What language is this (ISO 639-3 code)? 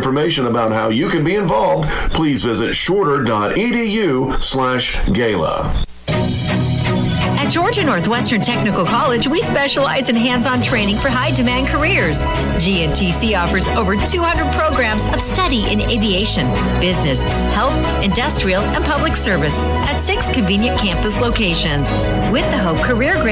eng